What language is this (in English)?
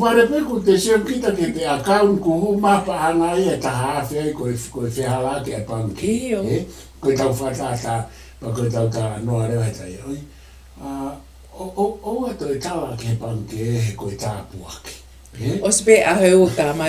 Tongan